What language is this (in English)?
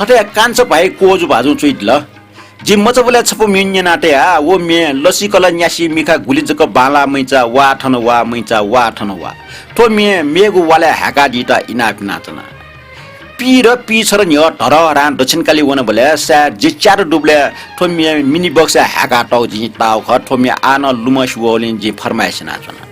Newari